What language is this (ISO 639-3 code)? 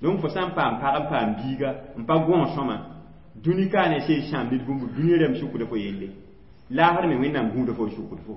mos